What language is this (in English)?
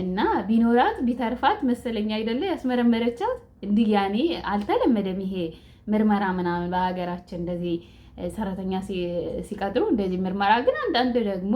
Amharic